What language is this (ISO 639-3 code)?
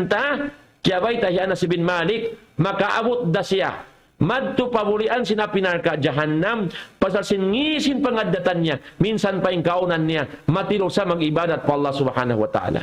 tsg